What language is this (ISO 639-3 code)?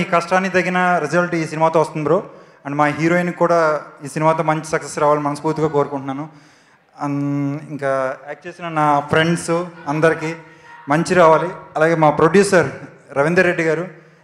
tel